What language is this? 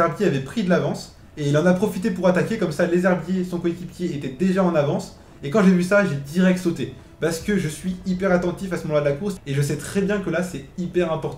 French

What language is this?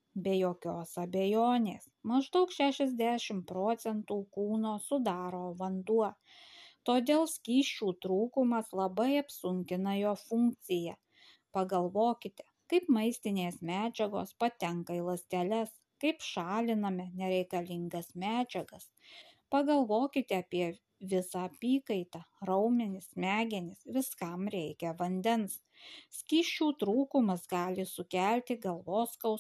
Lithuanian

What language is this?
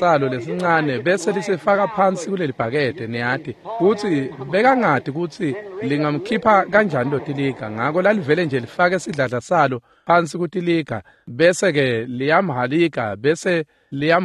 Swati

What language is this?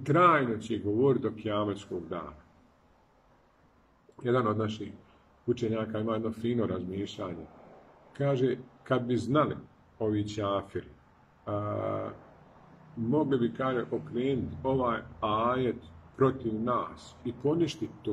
Bosnian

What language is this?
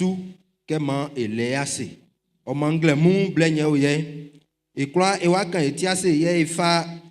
Baoulé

